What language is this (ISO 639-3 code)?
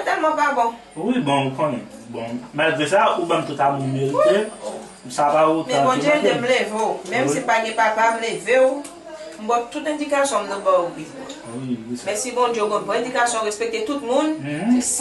hat